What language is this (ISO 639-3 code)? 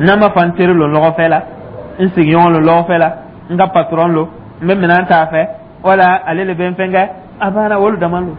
dyu